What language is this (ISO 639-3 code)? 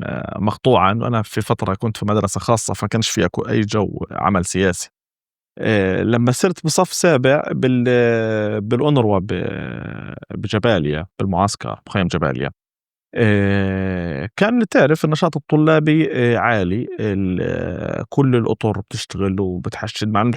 apc